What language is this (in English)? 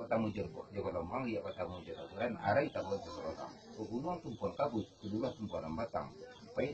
Minangkabau